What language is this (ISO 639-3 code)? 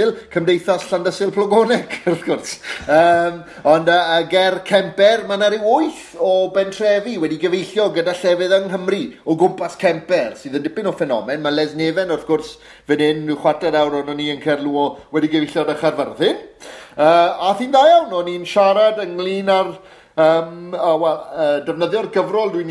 cym